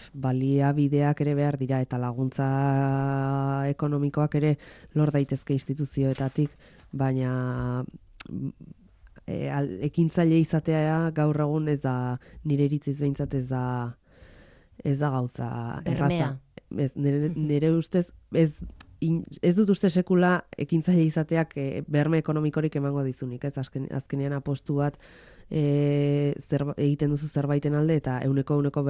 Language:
Basque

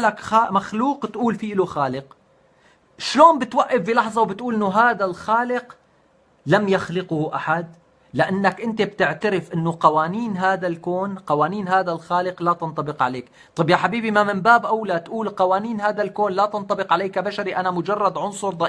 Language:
North Levantine Arabic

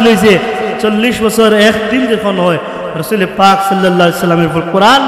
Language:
Sylheti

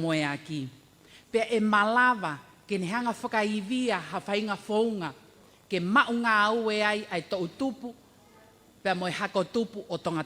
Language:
Tongan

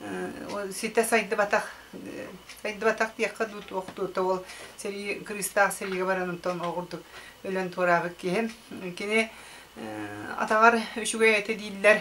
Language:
Yakut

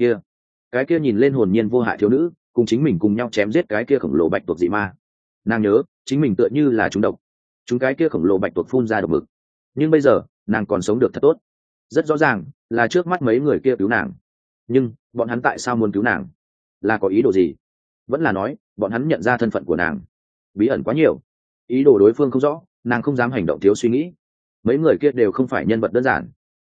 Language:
Vietnamese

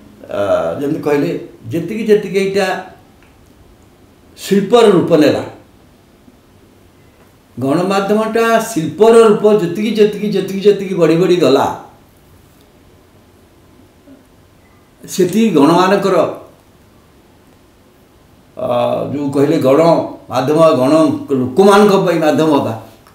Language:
Odia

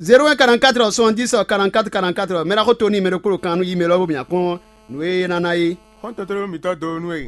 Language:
Fon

